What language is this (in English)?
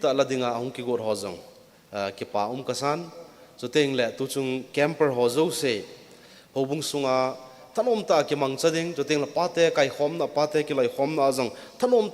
Thado Chin